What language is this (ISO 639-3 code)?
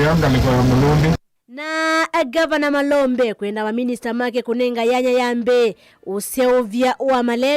kam